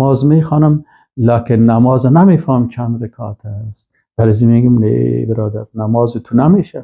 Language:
Persian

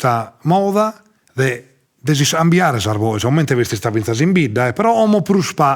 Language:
Sardinian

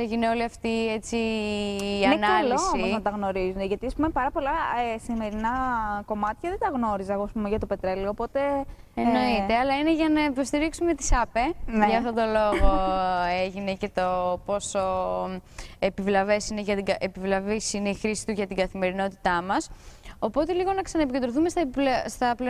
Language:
Greek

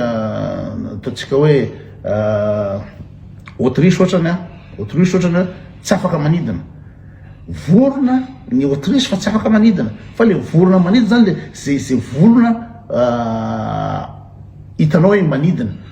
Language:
Malagasy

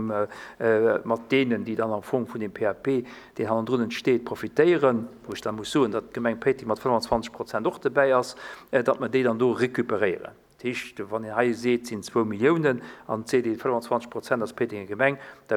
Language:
Luxembourgish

